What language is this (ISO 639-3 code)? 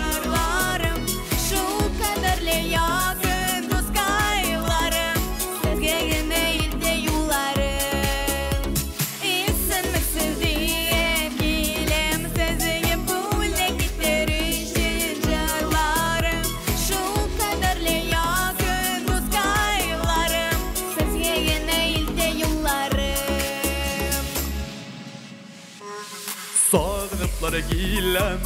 tat